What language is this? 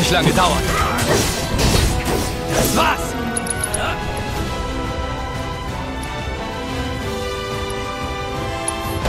German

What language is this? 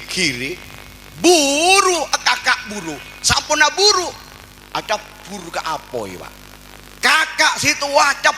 Madurese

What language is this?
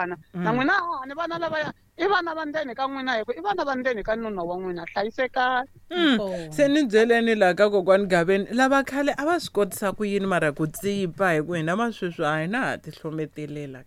Tsonga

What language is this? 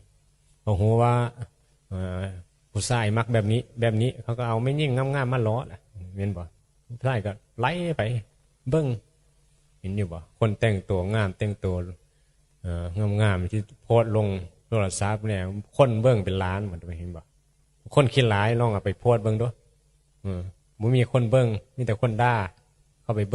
Northeastern Thai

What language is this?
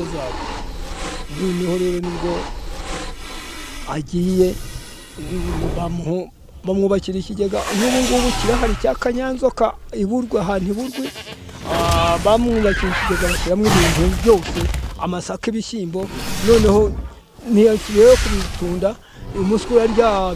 Kinyarwanda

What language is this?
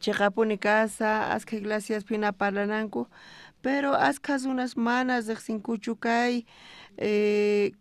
South Bolivian Quechua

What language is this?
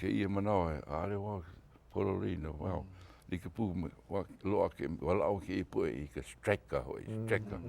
Hawaiian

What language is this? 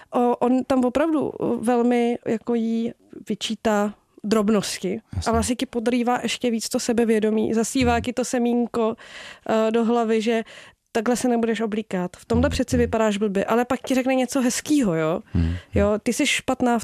Czech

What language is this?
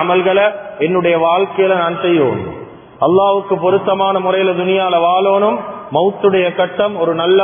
Tamil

